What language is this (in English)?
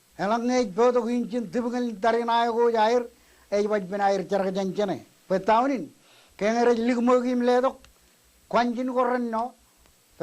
Marshallese